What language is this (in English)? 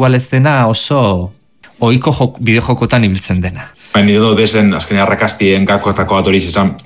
Basque